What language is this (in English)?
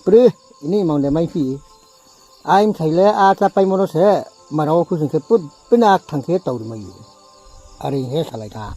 Riang (India)